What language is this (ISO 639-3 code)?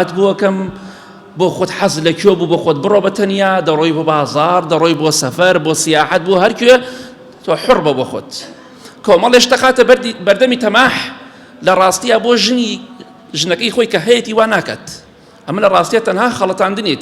ckb